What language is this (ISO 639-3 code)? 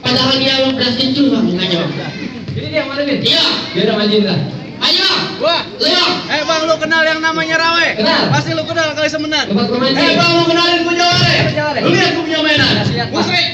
bew